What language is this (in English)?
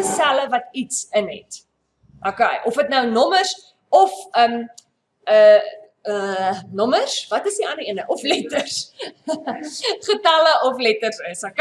Afrikaans